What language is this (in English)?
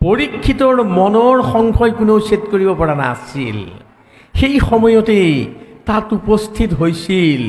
Assamese